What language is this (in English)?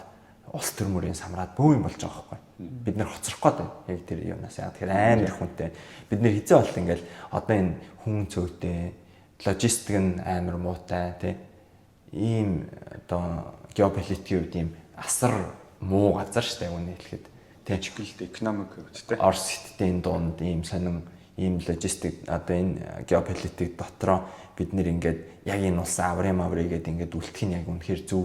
Mongolian